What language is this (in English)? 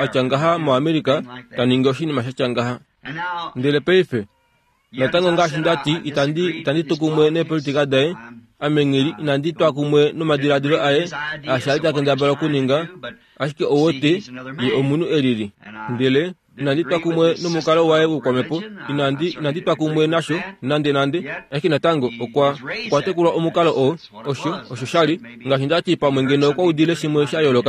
Kuanyama